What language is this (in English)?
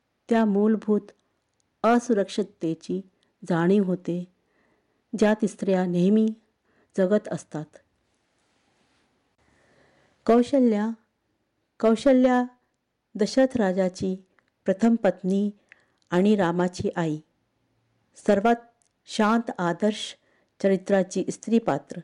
Marathi